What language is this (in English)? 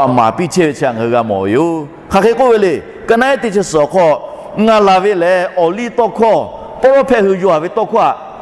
Lahu